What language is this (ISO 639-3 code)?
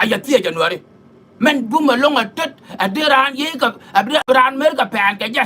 nus